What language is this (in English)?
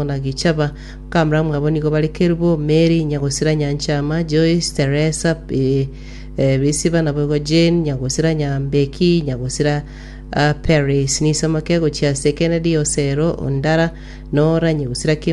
Gusii